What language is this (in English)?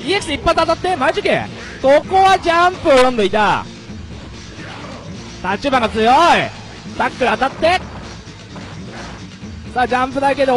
Japanese